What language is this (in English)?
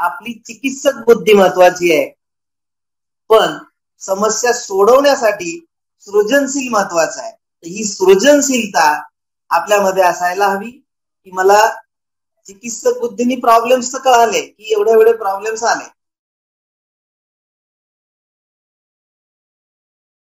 Marathi